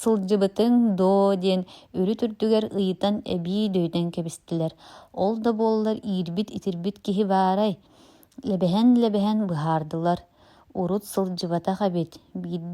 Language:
Yakut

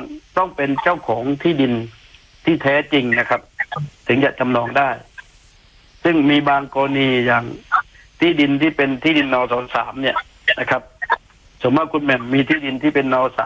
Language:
Thai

